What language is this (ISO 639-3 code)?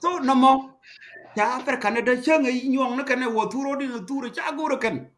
nus